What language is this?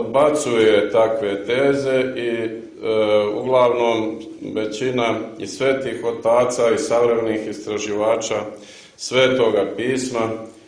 Serbian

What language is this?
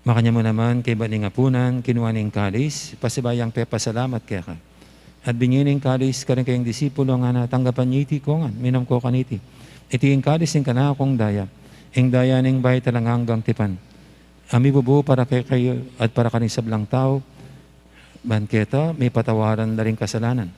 Pampanga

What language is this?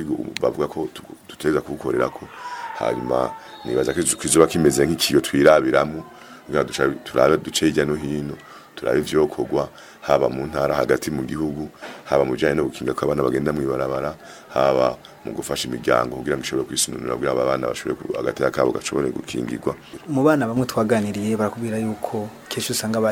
Rundi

